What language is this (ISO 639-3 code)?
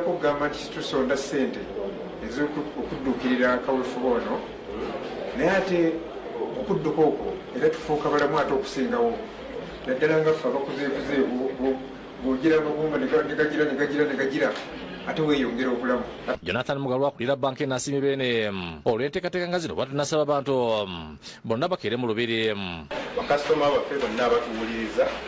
lug